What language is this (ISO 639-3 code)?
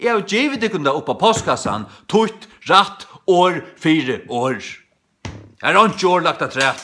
fao